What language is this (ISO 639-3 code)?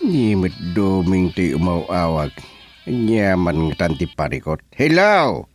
ilo